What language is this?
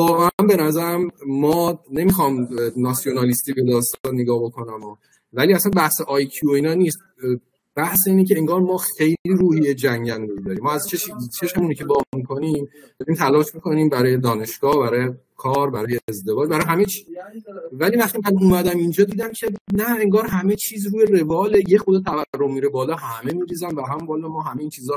Persian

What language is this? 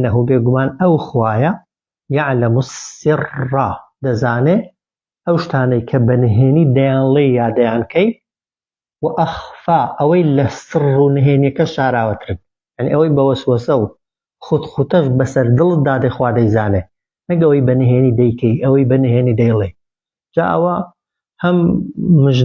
Central Kurdish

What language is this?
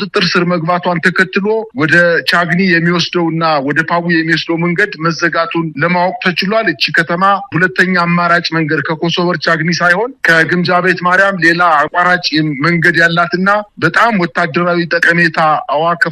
Amharic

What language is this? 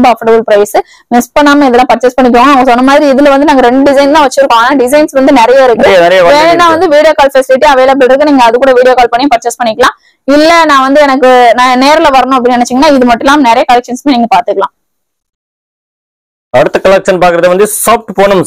Tamil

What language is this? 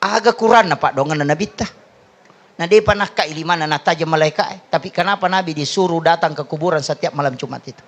Buginese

